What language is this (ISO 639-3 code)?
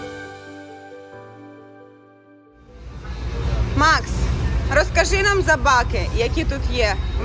ukr